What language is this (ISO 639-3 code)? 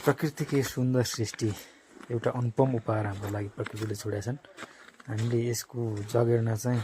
nep